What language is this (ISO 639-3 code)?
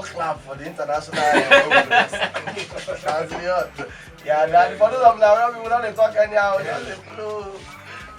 pcm